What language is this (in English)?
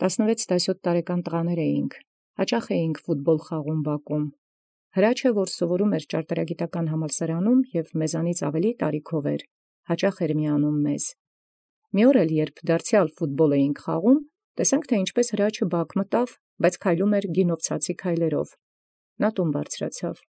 Armenian